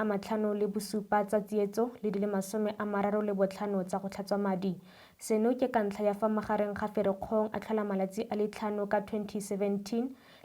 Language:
Tswana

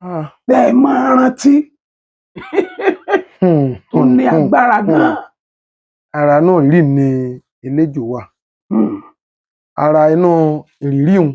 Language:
Yoruba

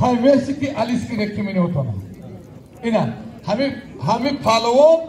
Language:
Tajik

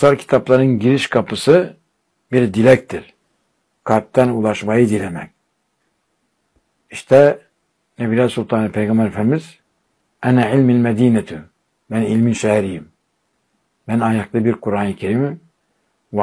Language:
Turkish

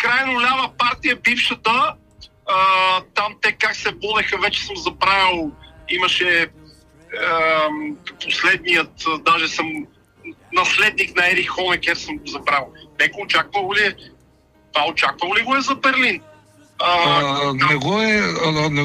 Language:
Bulgarian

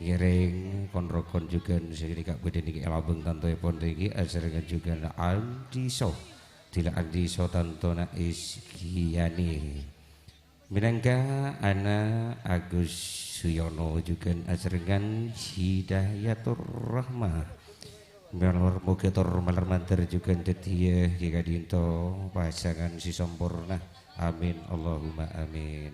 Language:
Madurese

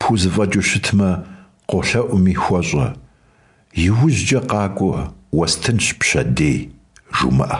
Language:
Kabardian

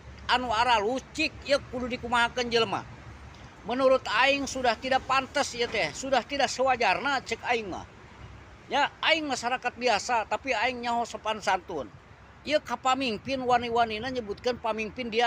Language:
Sundanese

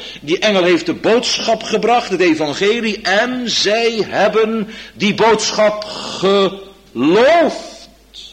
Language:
Dutch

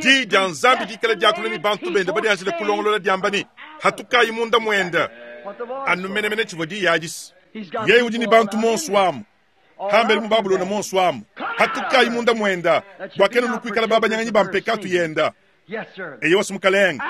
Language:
Luba-Lulua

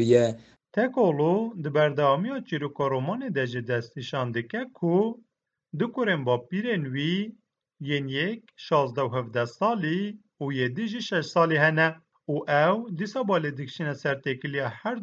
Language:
Kurdish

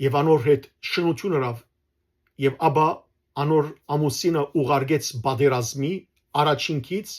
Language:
Western Armenian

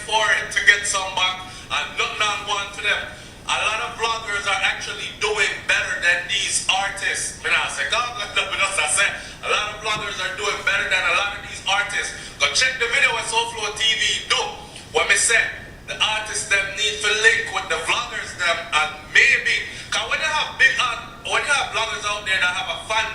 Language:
Jamaican Creole English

